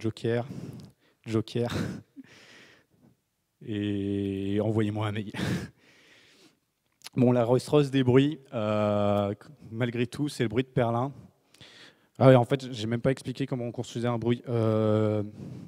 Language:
French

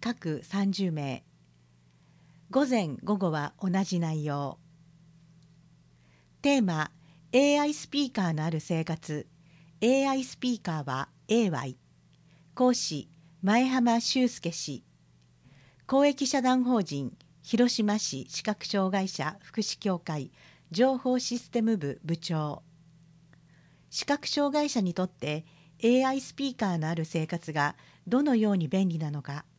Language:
Japanese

